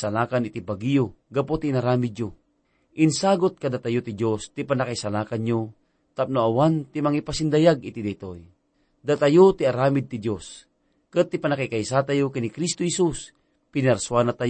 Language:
Iloko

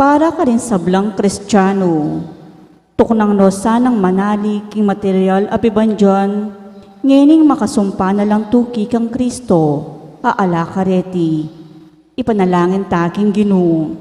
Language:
Pampanga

